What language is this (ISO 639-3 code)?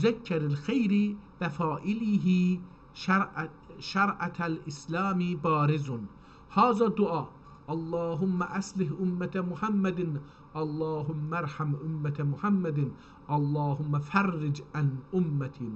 azb